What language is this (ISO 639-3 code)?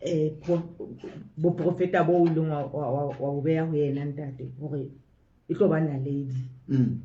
sot